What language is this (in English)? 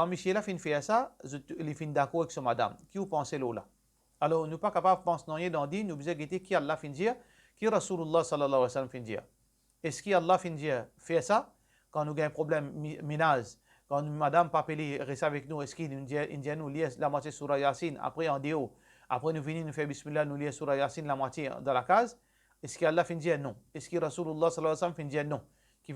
Morisyen